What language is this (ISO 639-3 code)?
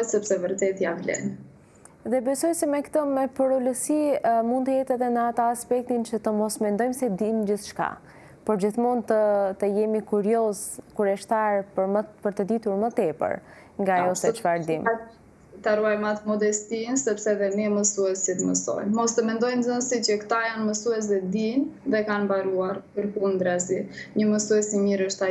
sqi